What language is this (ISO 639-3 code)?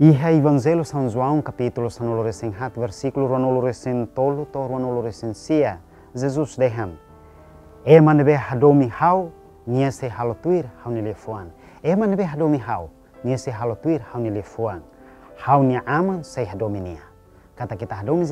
tet